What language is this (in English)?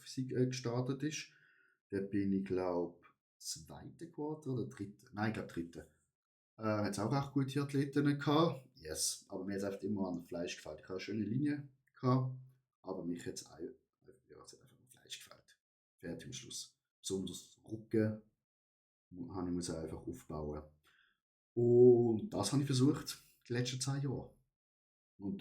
Swiss German